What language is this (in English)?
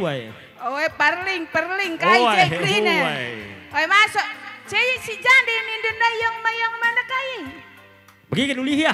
Batak Karo